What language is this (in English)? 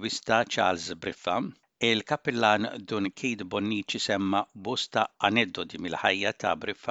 Maltese